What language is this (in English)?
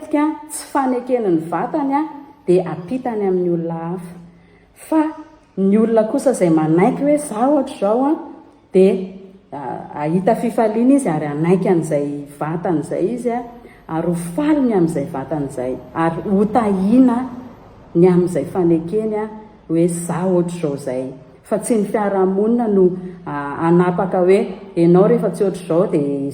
Malagasy